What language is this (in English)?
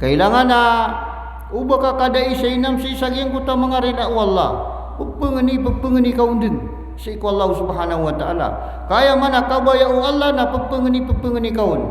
Maranao